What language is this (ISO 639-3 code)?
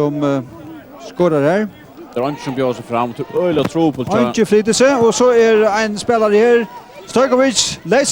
fao